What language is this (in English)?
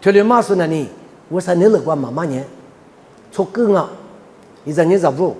Lisu